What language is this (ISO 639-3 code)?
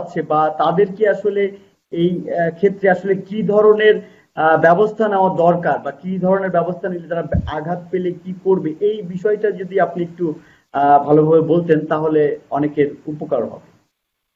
ben